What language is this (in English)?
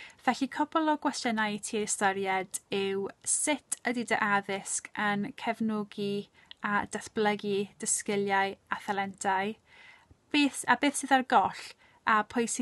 Welsh